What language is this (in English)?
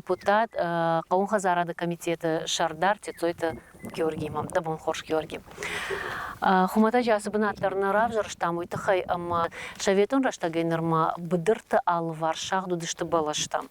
Ossetic